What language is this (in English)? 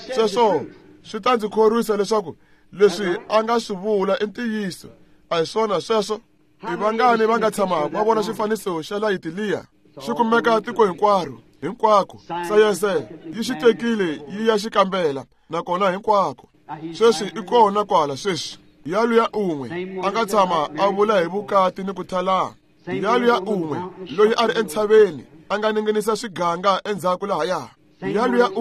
Tsonga